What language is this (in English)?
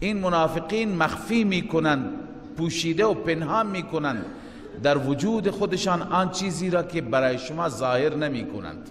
Persian